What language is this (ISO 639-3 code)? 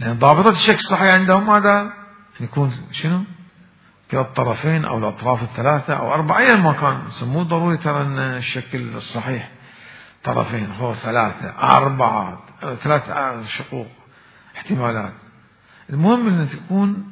acm